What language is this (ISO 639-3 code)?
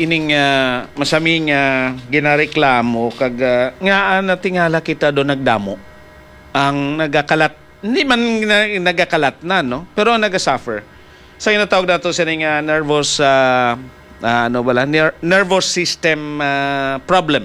hil